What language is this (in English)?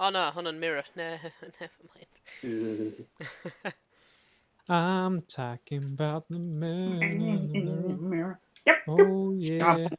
Welsh